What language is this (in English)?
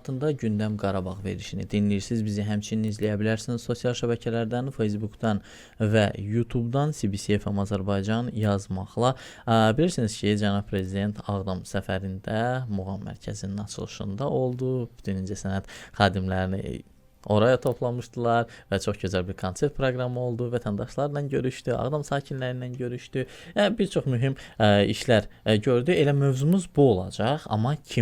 Azerbaijani